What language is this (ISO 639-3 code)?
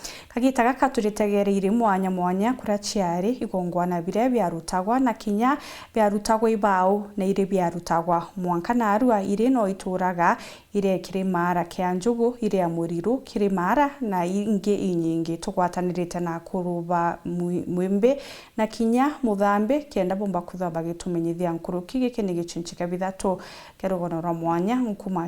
mer